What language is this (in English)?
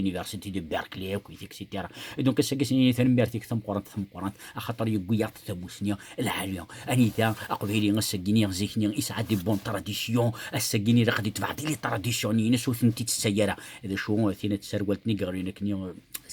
Kabyle